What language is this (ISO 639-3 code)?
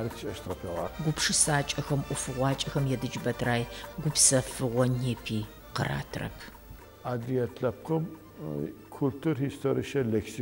ady